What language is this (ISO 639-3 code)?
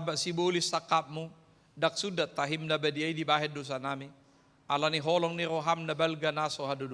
bbc